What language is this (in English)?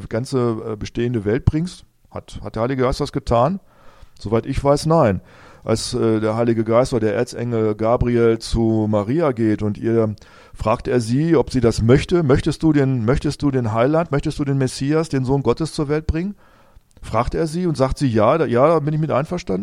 German